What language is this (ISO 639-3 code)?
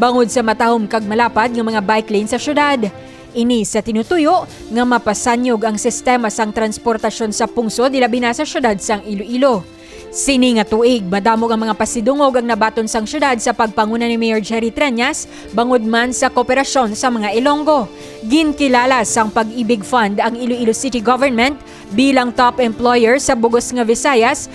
hil